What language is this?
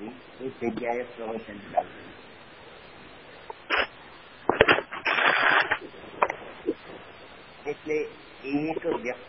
Gujarati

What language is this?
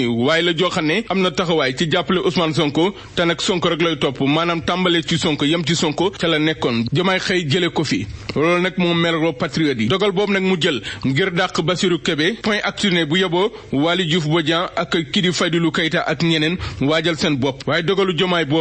Wolof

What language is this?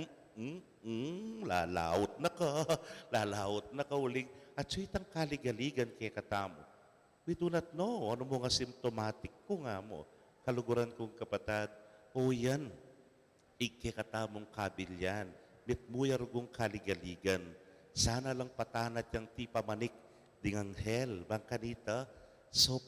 Pampanga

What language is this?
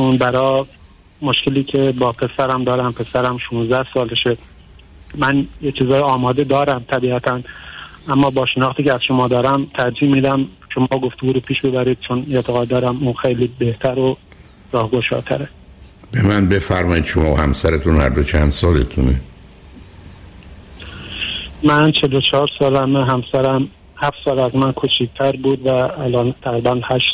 Persian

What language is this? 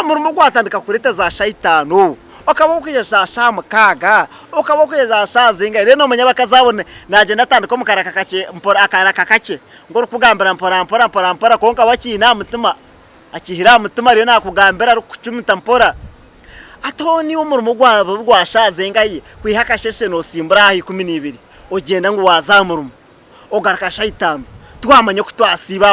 Nyankole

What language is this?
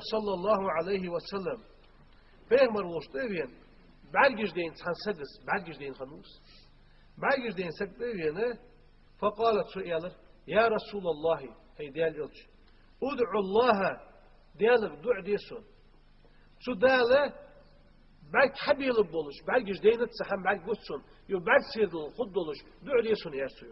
Ingush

